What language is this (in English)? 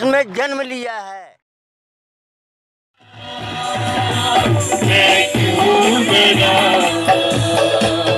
Hindi